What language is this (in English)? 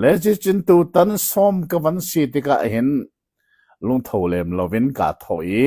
Hakha Chin